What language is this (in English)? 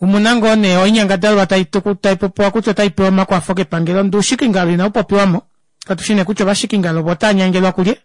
Kuanyama